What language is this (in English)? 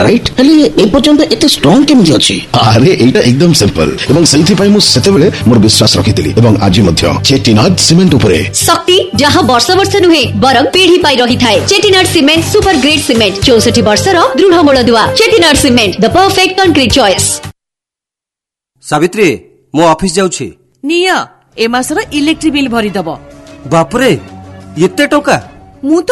Odia